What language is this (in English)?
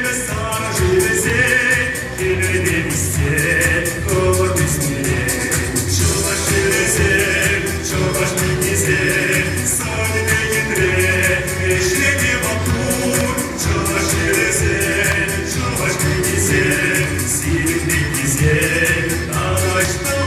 Chuvash